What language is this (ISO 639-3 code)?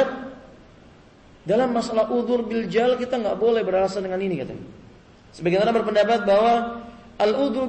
ind